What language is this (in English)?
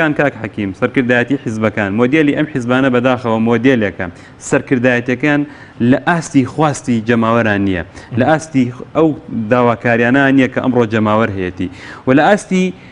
Central Kurdish